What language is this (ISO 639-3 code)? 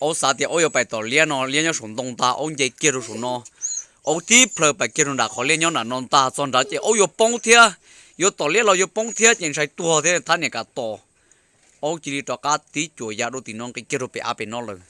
hmn